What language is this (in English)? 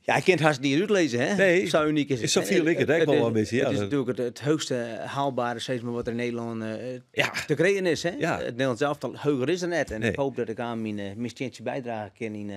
Western Frisian